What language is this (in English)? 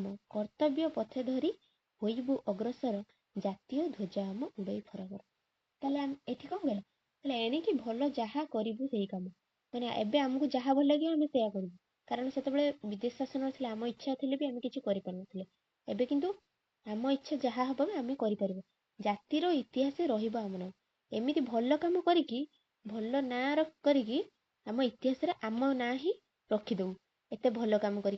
Odia